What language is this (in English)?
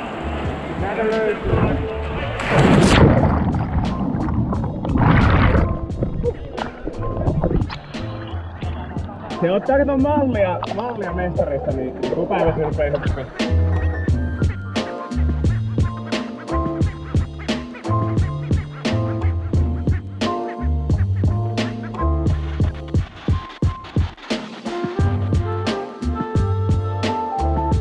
Finnish